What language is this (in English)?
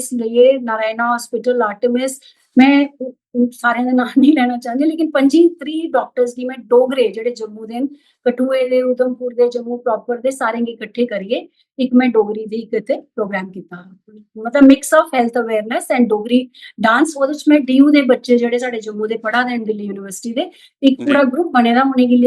Dogri